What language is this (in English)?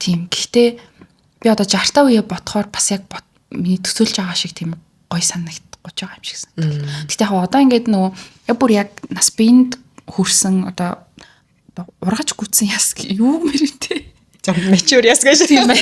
Mongolian